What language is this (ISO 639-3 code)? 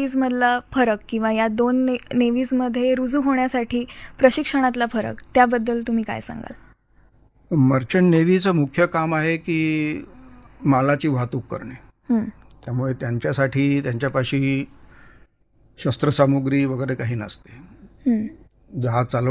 mar